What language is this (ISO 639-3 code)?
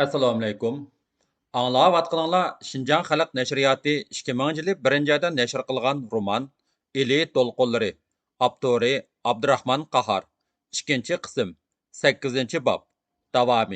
uig